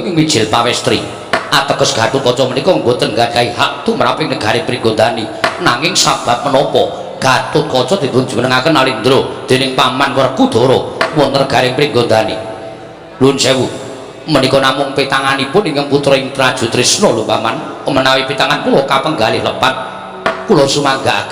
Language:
Javanese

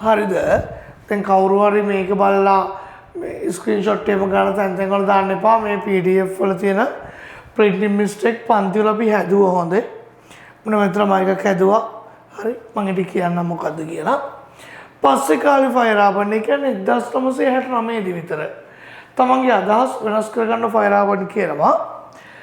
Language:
Sinhala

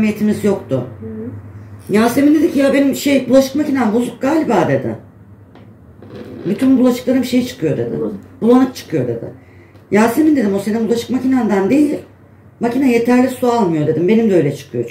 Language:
Turkish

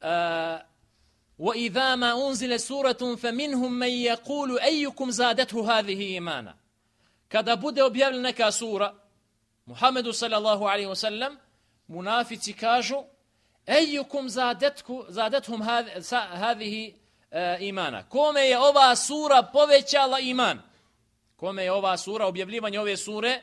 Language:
Bosnian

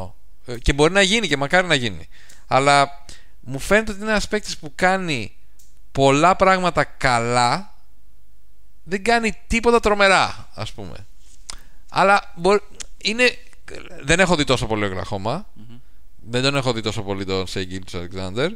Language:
Greek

